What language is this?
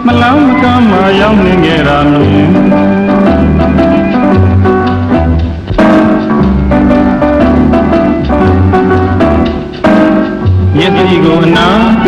Burmese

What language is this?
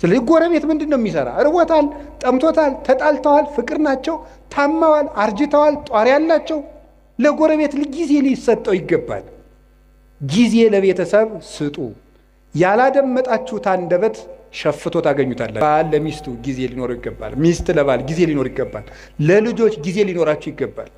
Amharic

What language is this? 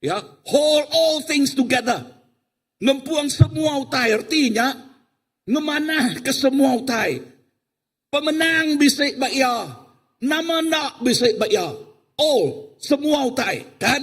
Iban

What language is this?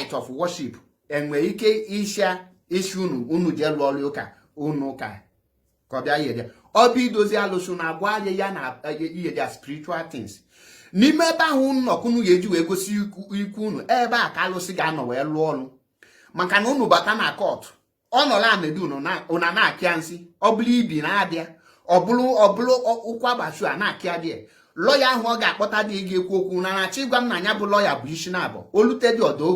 Igbo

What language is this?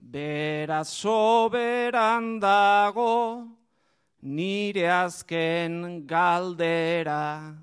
Basque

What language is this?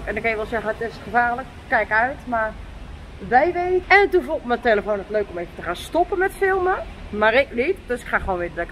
Dutch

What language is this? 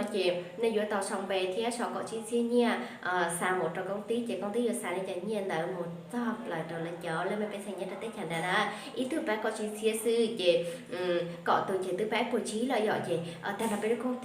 Hmong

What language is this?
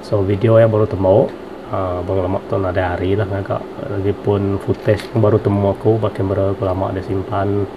Iban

